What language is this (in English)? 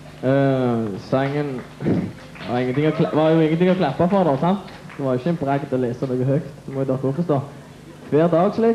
Norwegian